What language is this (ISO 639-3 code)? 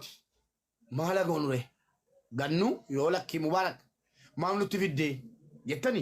orm